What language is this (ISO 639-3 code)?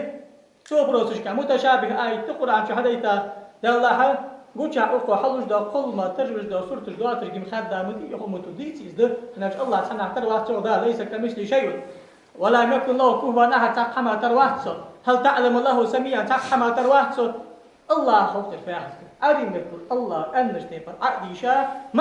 inh